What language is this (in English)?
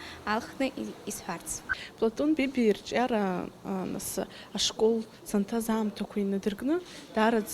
Abkhazian